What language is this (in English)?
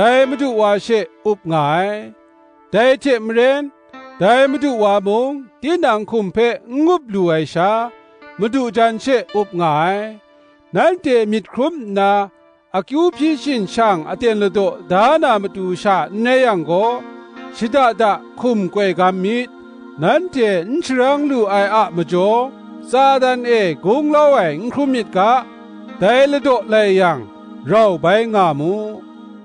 Kachin